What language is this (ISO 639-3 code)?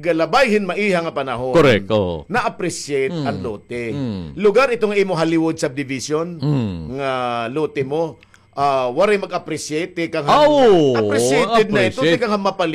war